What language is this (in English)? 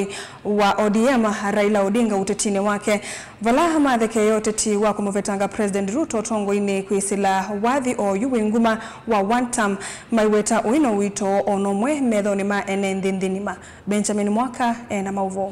Kamba